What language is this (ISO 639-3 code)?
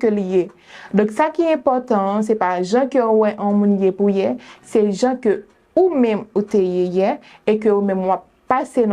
hat